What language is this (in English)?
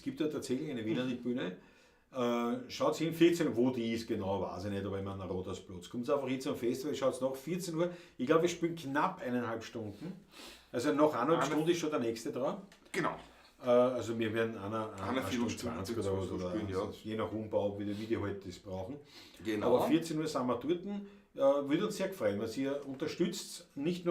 Bavarian